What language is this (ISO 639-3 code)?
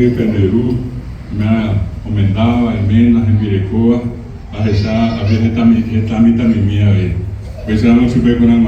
grn